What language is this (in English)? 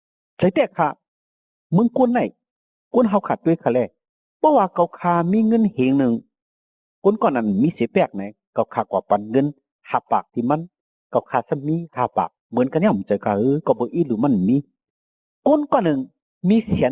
Shan